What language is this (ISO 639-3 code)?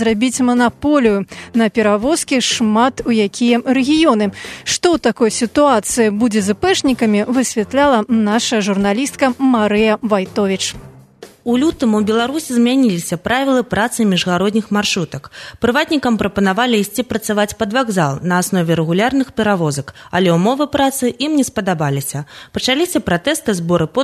bel